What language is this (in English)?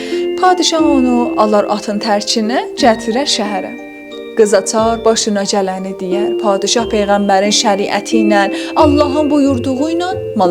South Azerbaijani